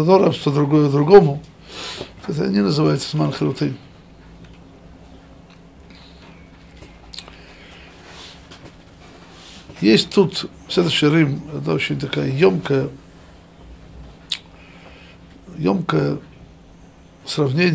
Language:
Russian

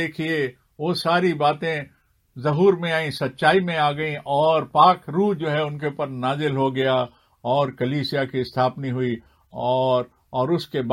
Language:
Hindi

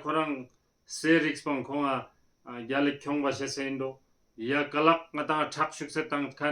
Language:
Ladakhi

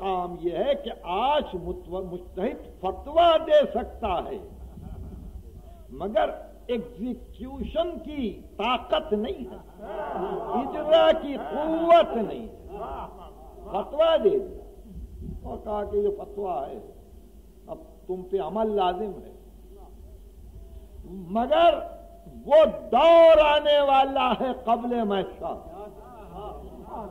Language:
Urdu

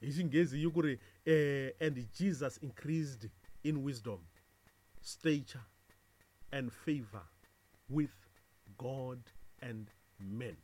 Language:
Tsonga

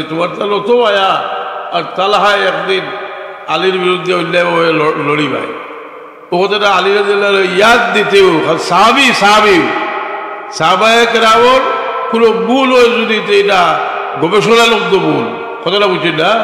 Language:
Sylheti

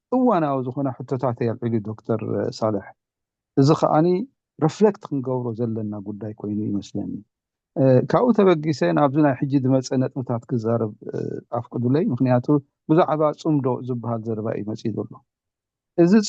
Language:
Tigrinya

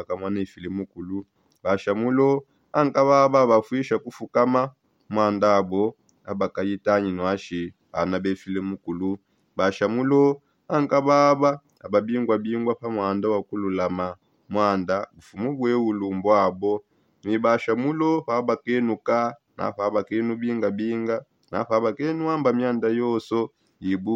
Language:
Songe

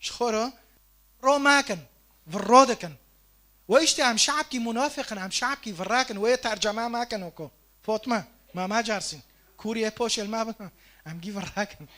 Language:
Kurdish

